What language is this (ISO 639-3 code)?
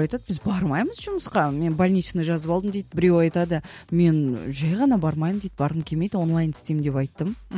kaz